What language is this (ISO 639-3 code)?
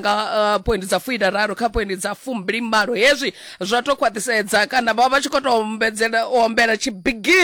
ven